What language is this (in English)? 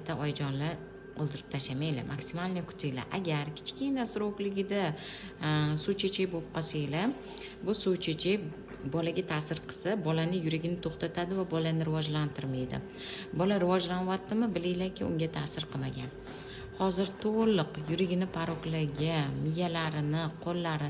Uzbek